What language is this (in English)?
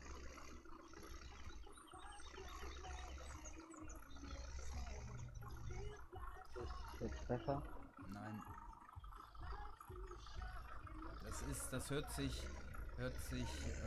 German